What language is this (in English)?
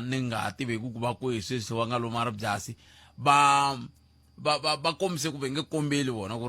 Tsonga